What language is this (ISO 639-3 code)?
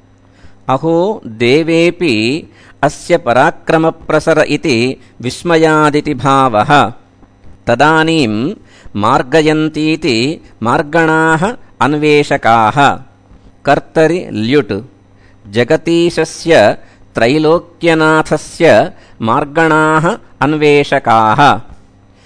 san